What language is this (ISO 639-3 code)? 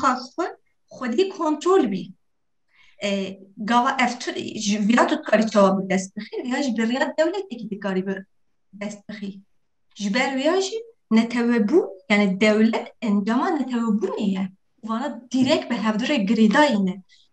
kur